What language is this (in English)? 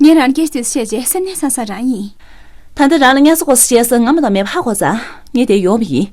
Tibetan